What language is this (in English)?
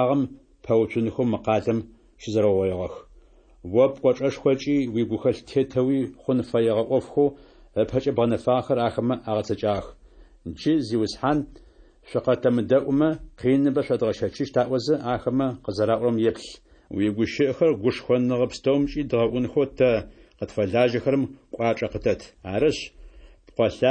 Adyghe